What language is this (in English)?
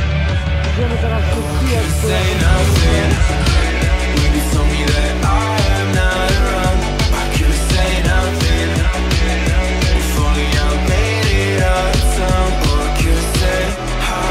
Polish